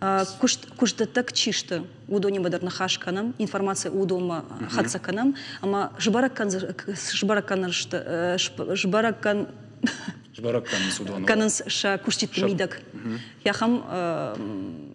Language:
Ossetic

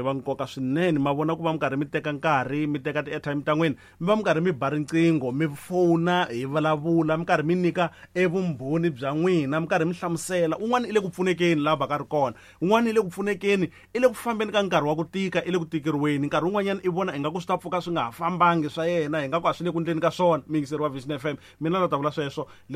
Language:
Tsonga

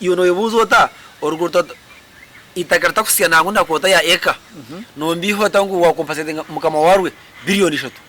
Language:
Nyankole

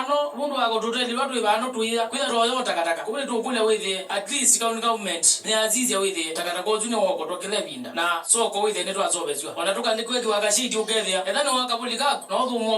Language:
Kamba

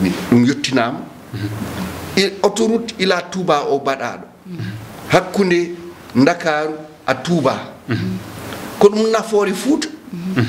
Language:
Fula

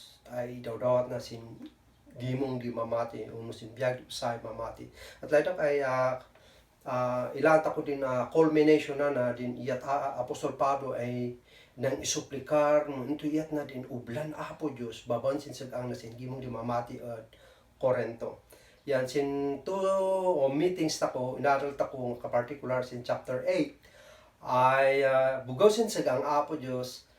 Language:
Kankanaey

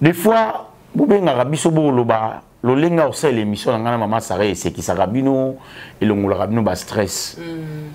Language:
Lingala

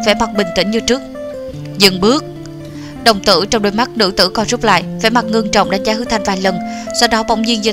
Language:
Vietnamese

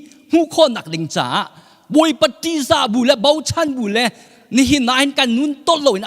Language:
Hakha Chin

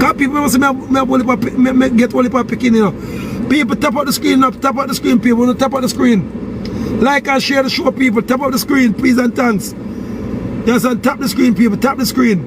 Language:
Jamaican Creole English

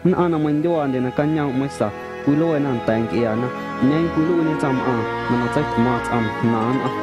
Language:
Guerrero Amuzgo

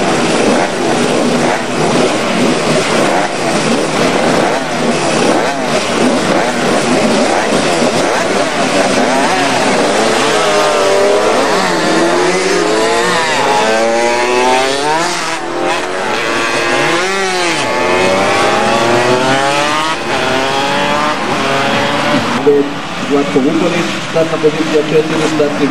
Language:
Croatian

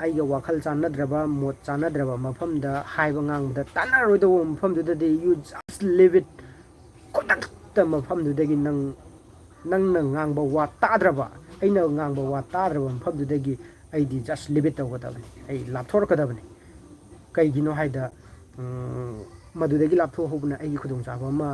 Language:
Manipuri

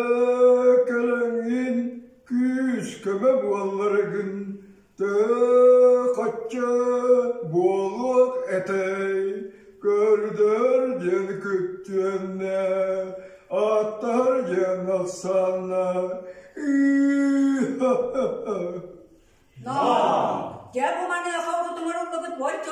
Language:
Yakut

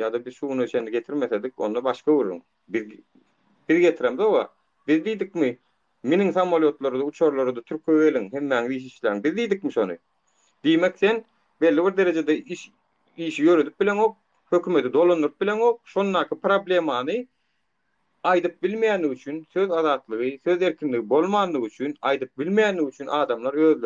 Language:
Turkmen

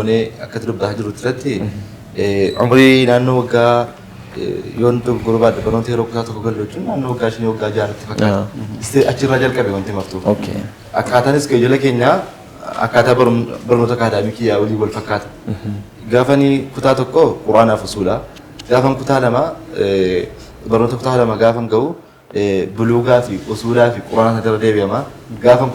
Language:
Oromo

